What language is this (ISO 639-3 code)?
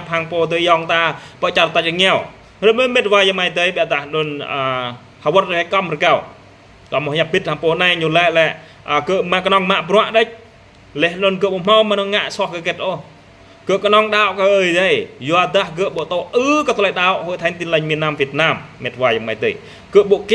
jra